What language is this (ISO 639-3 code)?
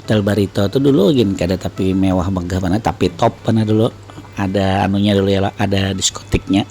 bjn